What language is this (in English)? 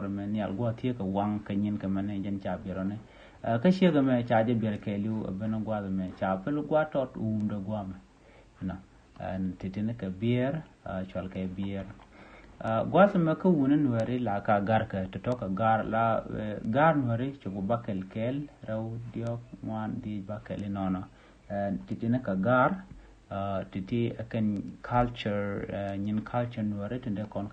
Nuer